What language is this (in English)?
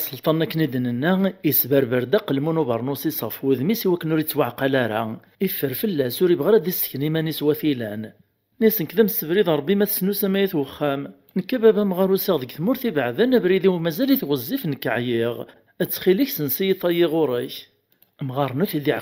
Kabyle